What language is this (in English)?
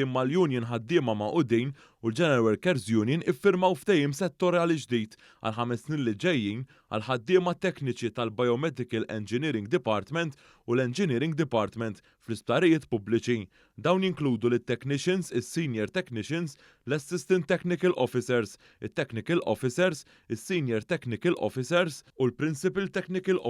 Maltese